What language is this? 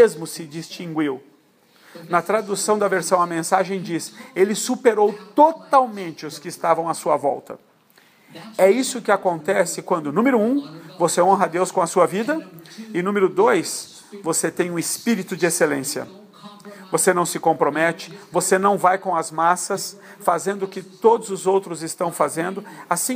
Portuguese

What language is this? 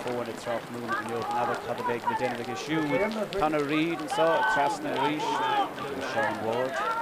Irish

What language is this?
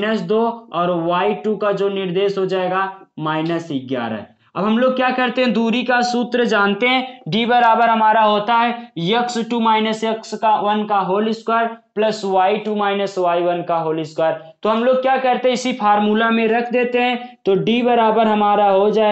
Hindi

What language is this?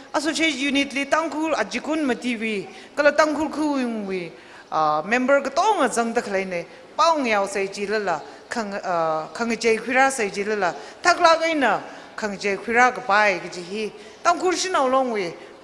Tangkhul Naga (India)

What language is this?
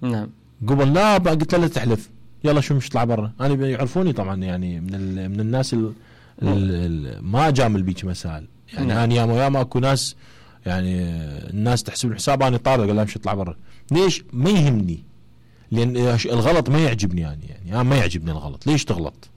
Mesopotamian Arabic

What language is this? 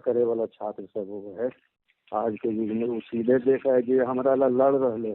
Magahi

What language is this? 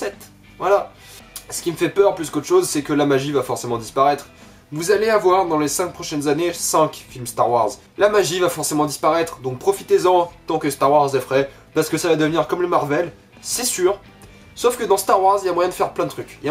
French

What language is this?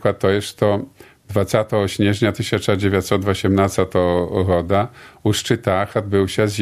Belarusian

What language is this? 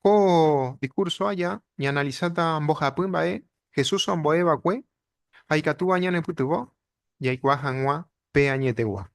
Guarani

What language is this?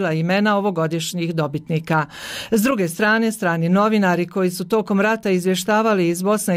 Bosnian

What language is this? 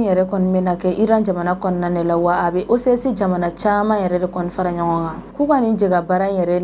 Bambara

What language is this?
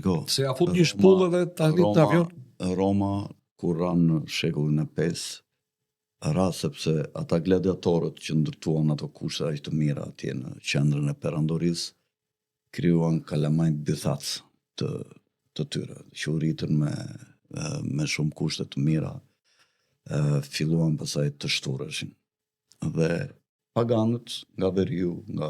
Albanian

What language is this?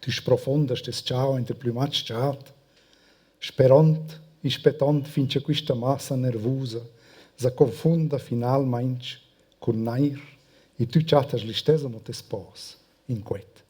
Romansh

